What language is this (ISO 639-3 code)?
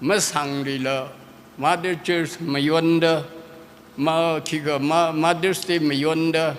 nmf